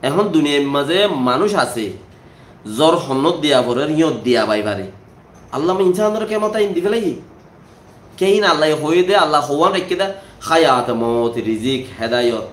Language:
Rohingya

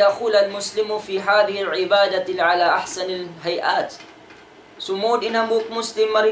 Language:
Tausug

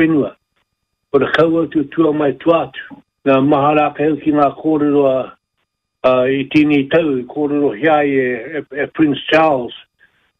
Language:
Māori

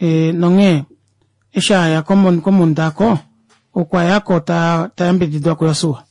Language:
Kuanyama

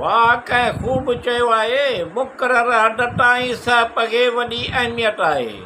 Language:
Sindhi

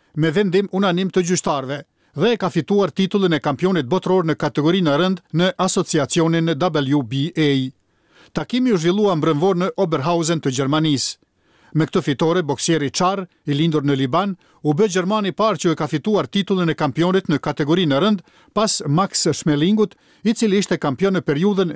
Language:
Albanian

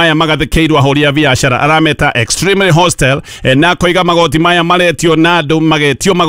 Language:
Kikuyu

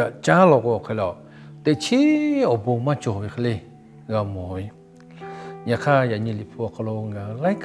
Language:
Lahu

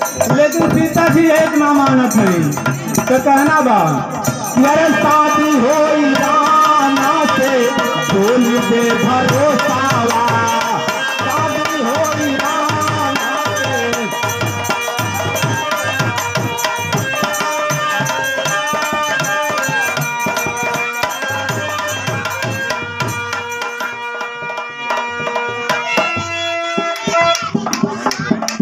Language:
Bhojpuri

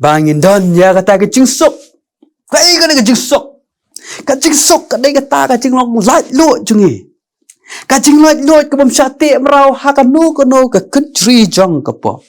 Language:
Khasi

